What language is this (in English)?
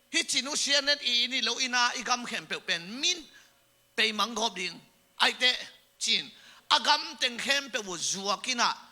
Tedim Chin